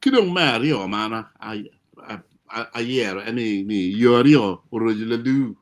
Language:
Acoli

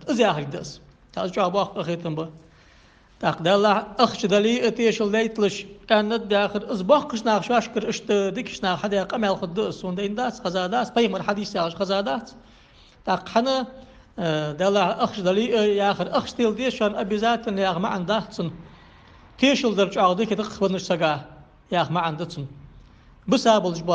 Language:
Ingush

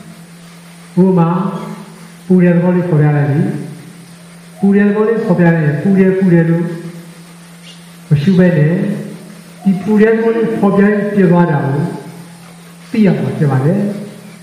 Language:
Burmese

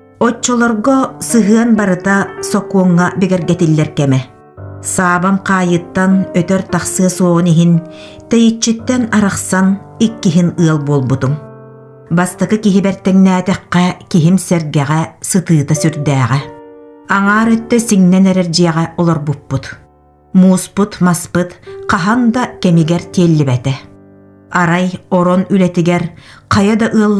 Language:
Yakut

